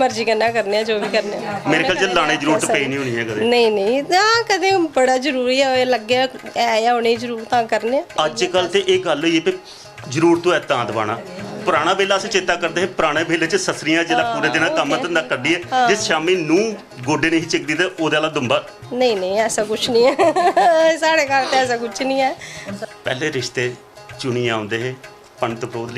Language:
Dogri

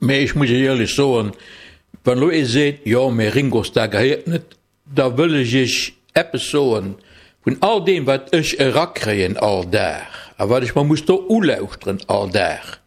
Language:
Luxembourgish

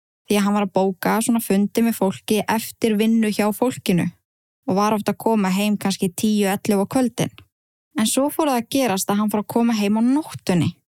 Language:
Icelandic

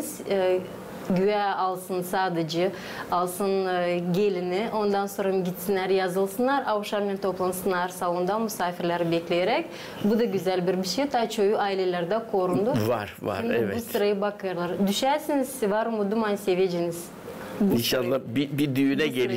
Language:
Gagauz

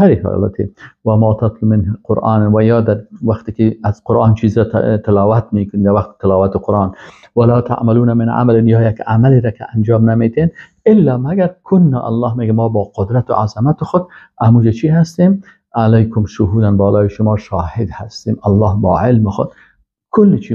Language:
Persian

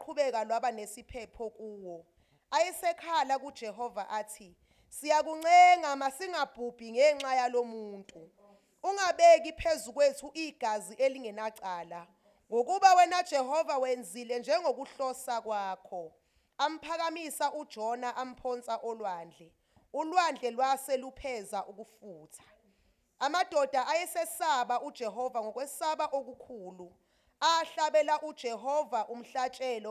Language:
Zulu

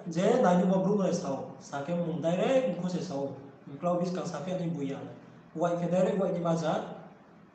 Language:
Riang (India)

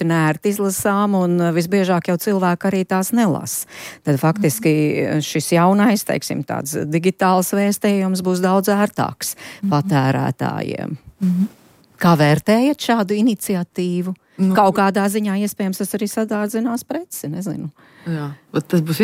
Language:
Latvian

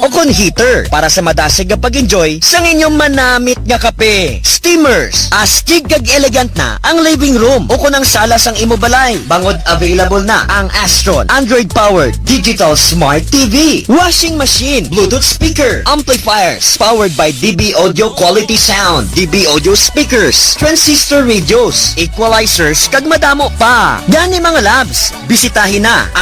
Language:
Hiligaynon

